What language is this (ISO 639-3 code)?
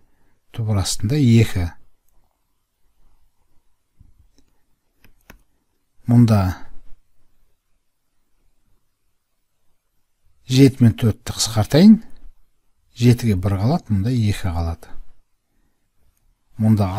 kaz